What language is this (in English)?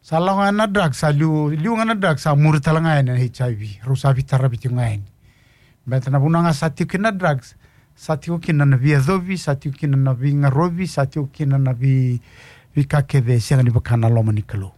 Fijian